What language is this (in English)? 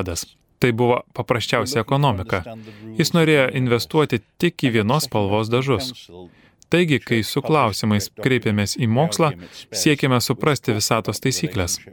Lithuanian